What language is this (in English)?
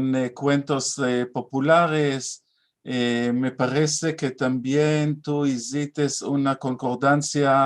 Ladino